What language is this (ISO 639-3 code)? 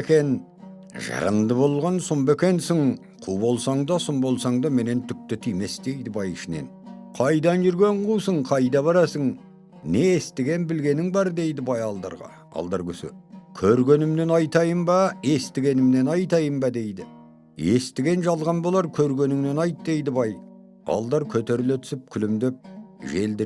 kaz